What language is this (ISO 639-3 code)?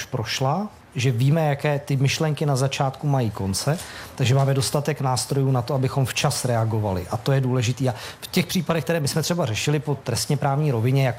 ces